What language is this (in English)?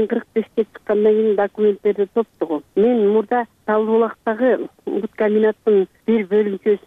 Kyrgyz